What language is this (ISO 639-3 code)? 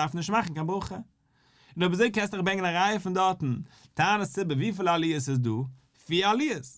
yid